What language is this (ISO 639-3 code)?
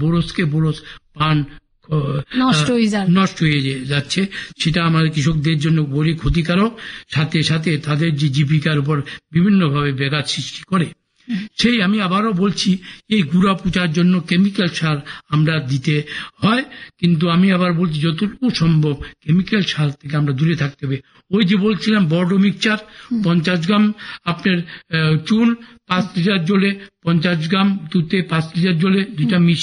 ben